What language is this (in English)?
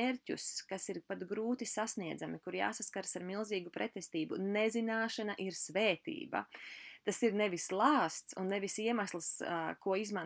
Latvian